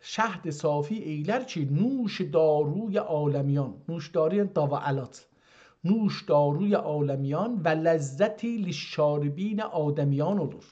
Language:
South Azerbaijani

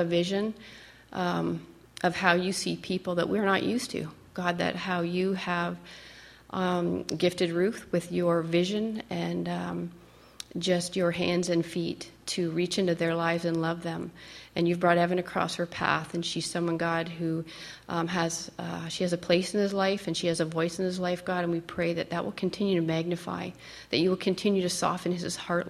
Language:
English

